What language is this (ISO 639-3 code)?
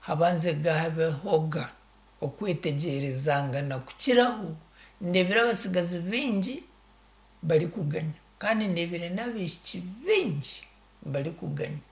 nyn